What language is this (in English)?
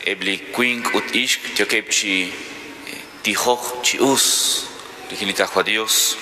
Kekchí